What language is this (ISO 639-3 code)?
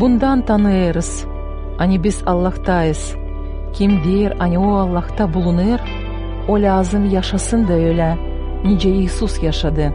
gag